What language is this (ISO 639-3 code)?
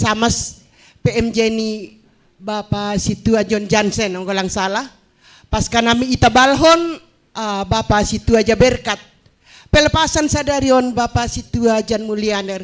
bts